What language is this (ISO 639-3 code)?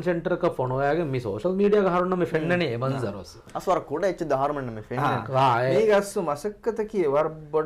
div